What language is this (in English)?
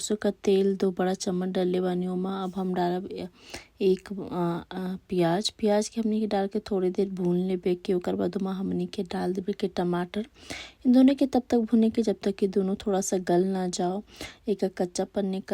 Bhojpuri